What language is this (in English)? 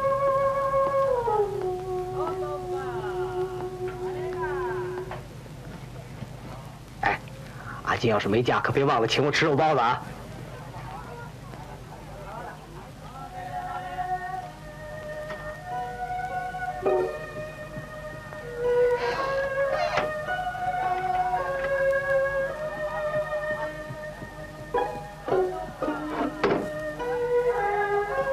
Chinese